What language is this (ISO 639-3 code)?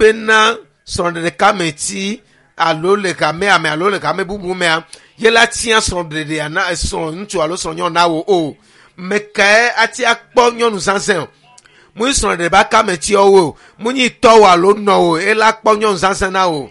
ewe